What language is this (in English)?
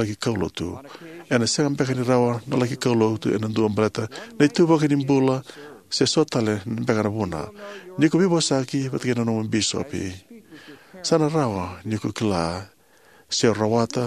Fijian